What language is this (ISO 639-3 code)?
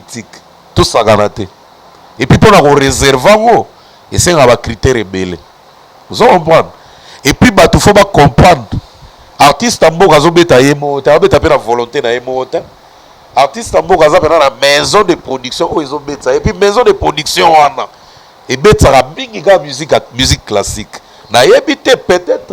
lin